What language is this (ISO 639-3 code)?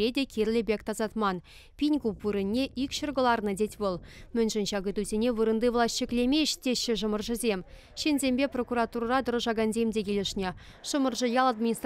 chv